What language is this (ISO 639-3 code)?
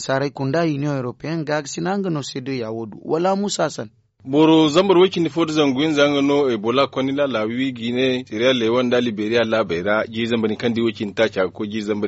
dje